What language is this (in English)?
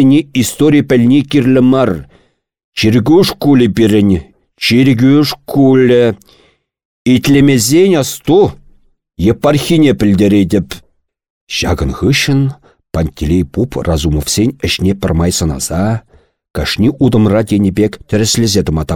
Chuvash